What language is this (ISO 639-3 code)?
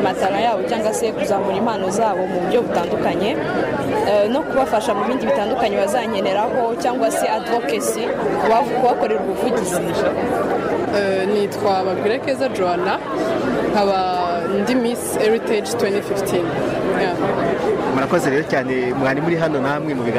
kin